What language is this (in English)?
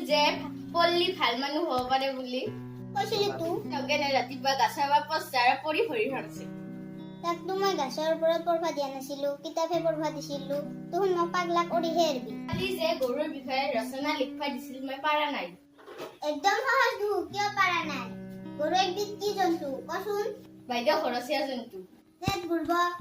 Assamese